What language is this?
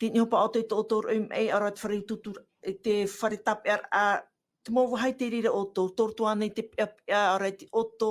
Tahitian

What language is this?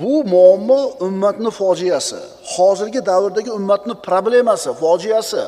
Uzbek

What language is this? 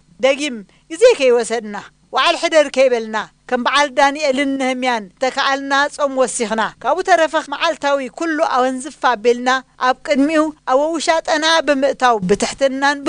Tigrinya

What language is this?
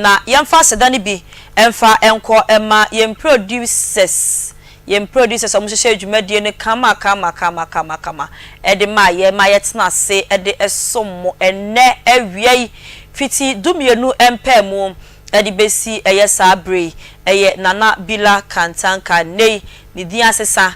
Akan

